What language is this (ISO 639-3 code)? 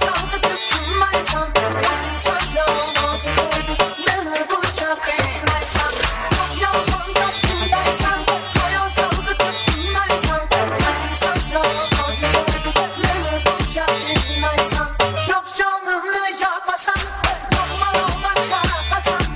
kaa